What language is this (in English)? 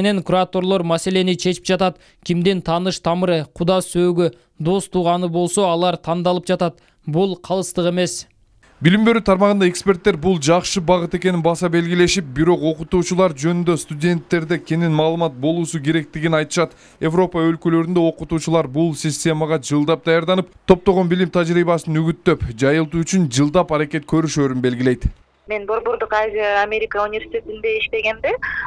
Kyrgyz